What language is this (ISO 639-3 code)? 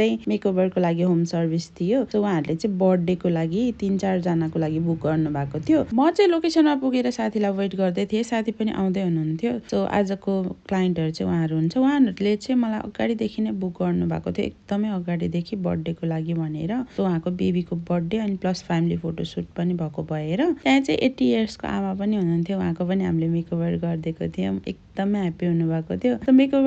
nep